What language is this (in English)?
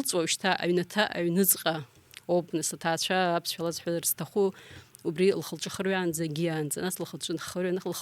Abkhazian